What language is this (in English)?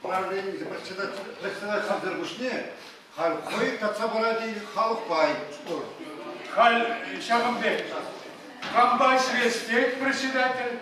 Chuvash